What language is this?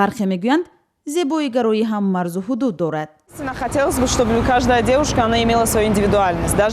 Tajik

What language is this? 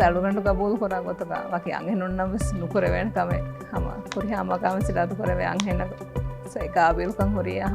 Divehi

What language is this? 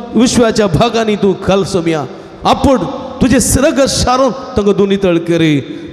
Konkani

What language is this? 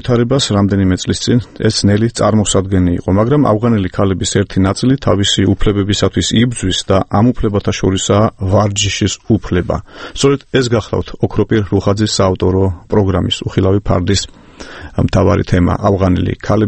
Georgian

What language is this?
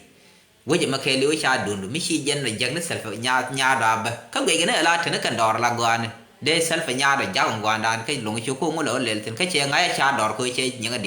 Nuer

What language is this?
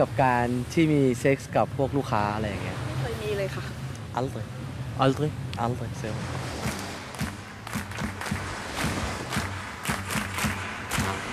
Danish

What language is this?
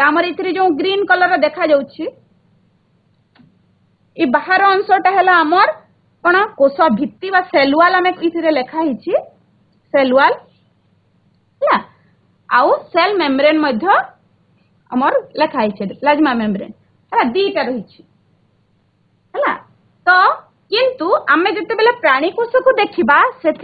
Odia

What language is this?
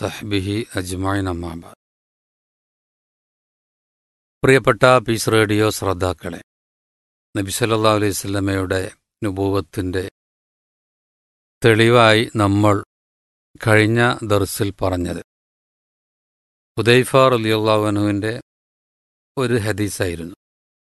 Malayalam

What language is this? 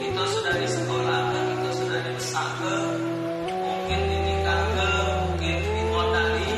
Musi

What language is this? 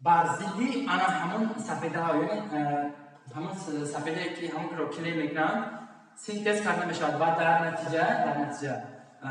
Tajik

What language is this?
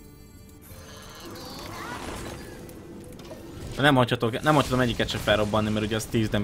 Hungarian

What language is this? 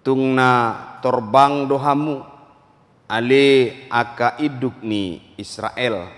Batak Toba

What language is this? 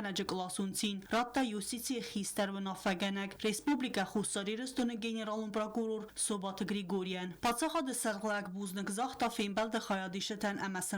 Ossetic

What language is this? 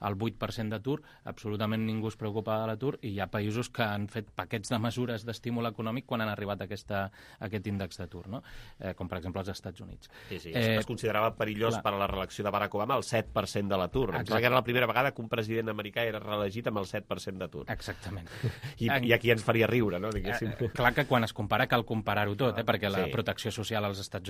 Catalan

